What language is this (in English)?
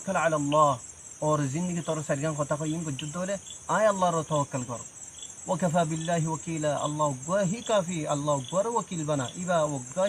Rohingya